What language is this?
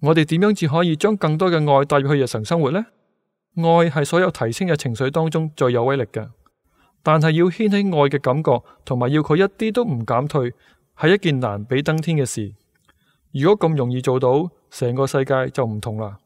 Cantonese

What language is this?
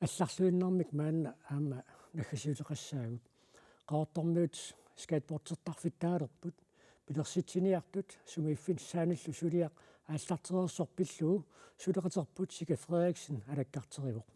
Kalaallisut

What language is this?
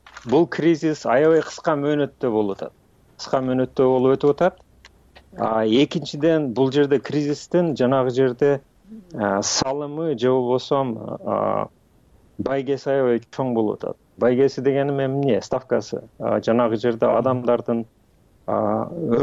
Kyrgyz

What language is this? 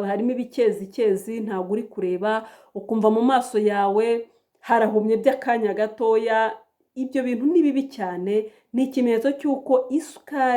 Kinyarwanda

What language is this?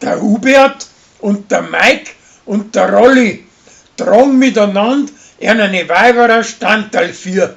Bavarian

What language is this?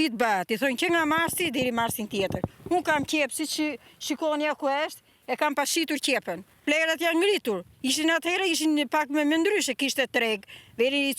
Albanian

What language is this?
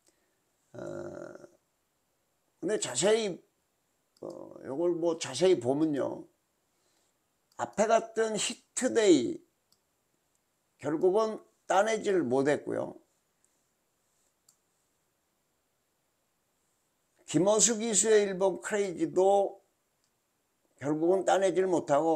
Korean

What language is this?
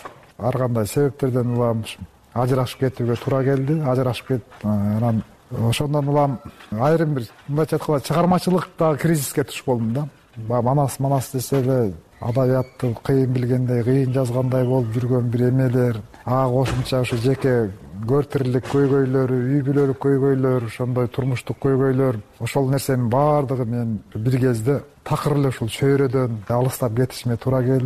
Kyrgyz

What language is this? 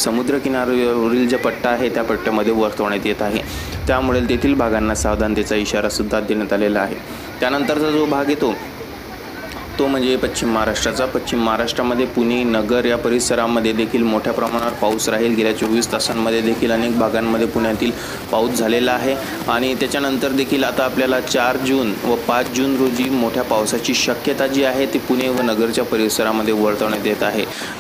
Marathi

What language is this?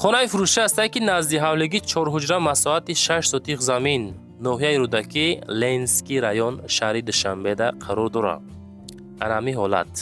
Tajik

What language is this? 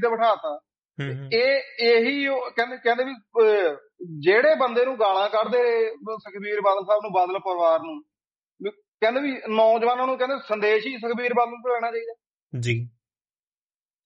Punjabi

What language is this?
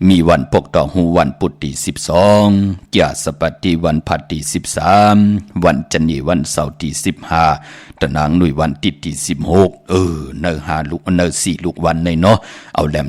Shan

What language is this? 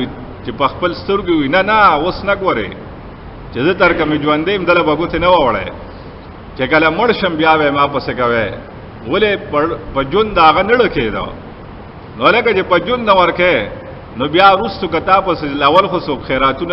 Pashto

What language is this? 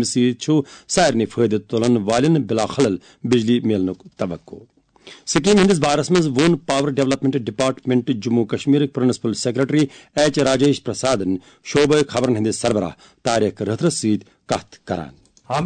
Kashmiri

